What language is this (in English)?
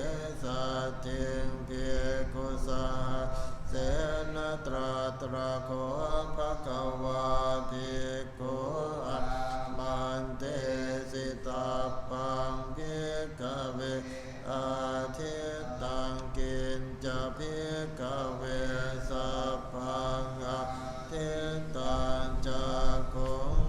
Pali